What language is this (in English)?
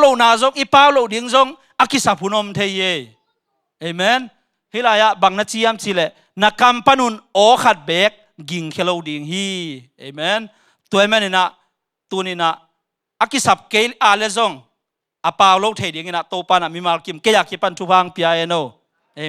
Tedim Chin